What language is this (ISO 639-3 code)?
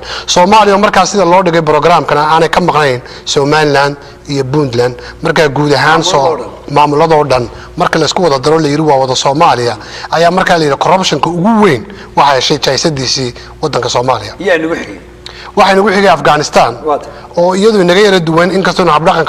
som